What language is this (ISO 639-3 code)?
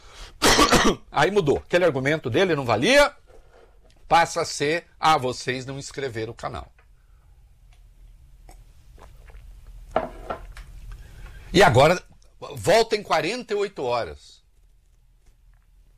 por